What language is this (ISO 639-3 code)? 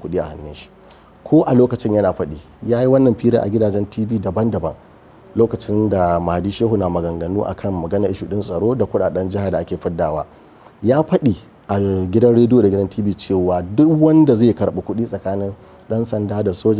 hau